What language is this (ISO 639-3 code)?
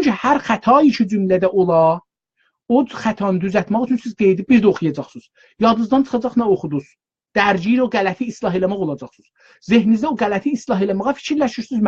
azb